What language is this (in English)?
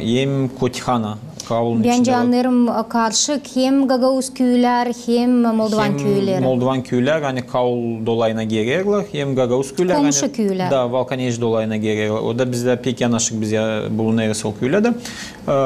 Gagauz